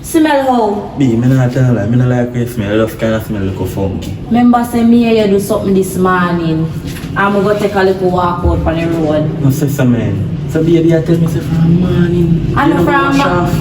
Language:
Jamaican Creole English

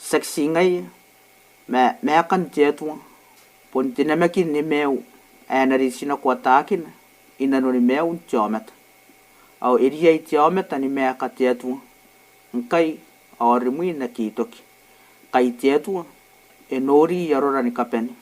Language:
Gilbertese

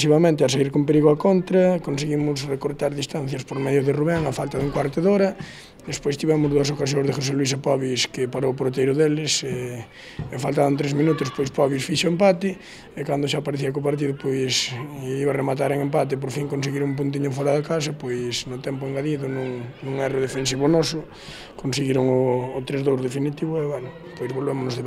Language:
Galician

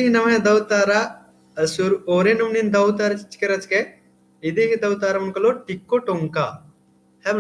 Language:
Kurukh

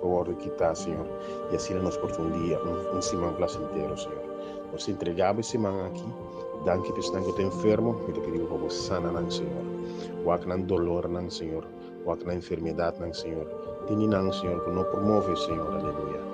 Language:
Papiamento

